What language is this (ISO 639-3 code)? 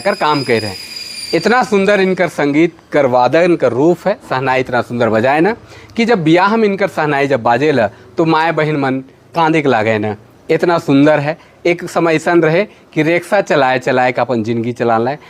sck